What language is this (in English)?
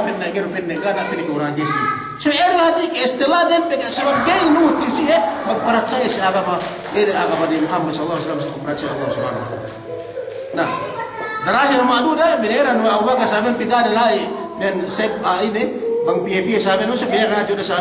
Yakan